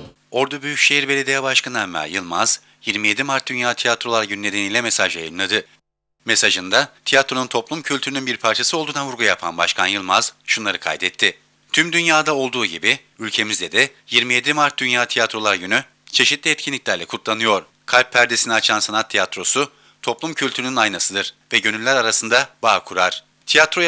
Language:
Turkish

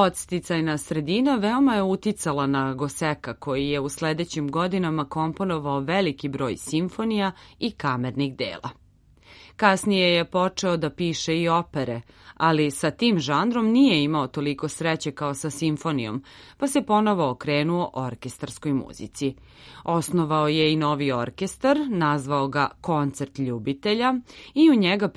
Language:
Serbian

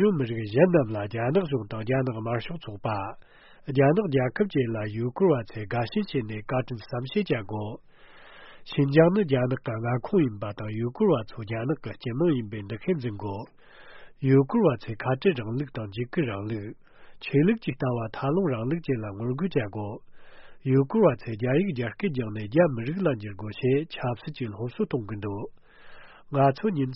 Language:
Tibetan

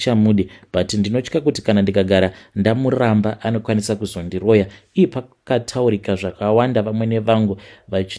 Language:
Shona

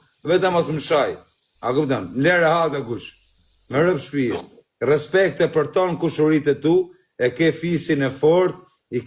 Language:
Albanian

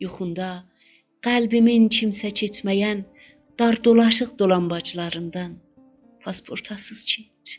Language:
South Azerbaijani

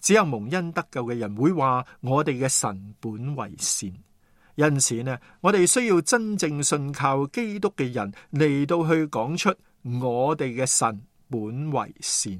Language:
Cantonese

